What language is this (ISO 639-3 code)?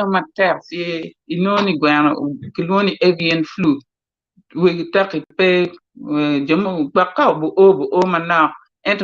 ach